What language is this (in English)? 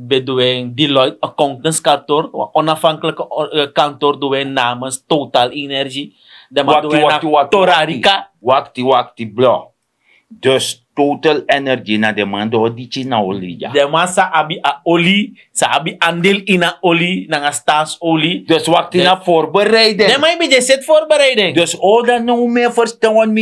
Sranan Tongo